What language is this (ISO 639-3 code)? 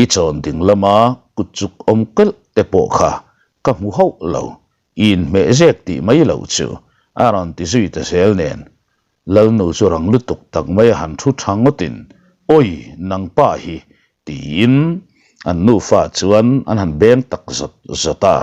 lus